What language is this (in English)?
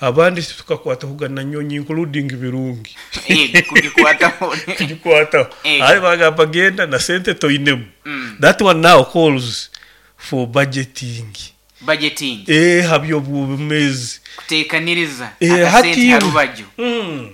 Nyoro